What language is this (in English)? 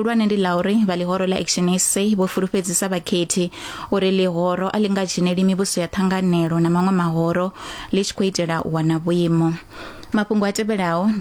Venda